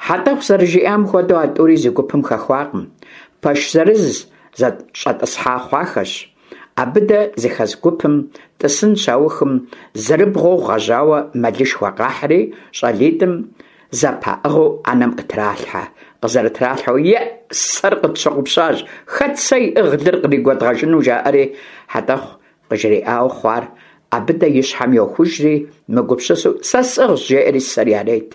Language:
Kabardian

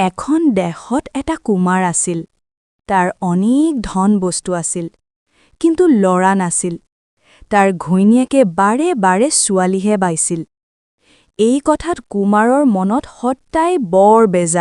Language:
Assamese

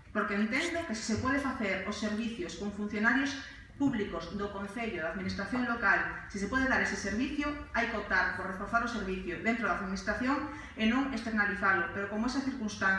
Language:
Galician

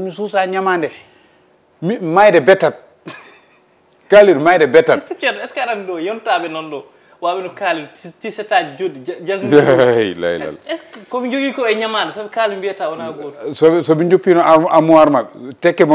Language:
Fula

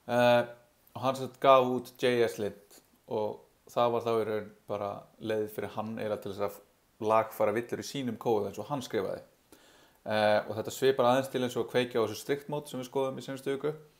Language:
Icelandic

